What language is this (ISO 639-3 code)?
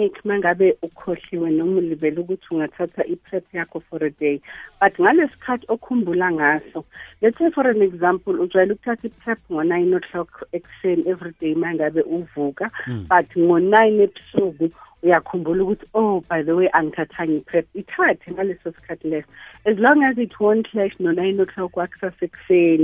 nbl